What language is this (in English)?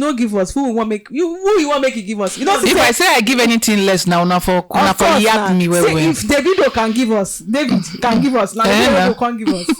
Nigerian Pidgin